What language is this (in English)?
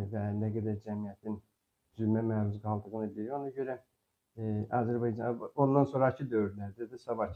Azerbaijani